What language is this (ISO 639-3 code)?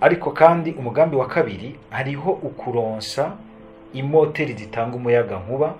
run